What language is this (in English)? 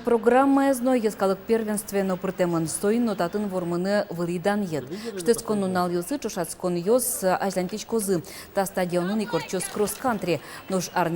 Udmurt